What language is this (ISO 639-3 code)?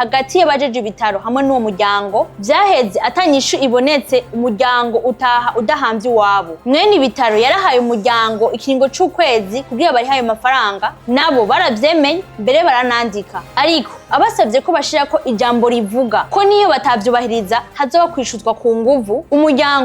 run